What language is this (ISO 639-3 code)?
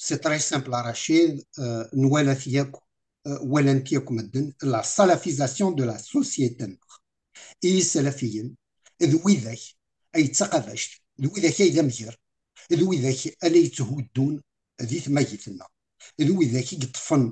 kab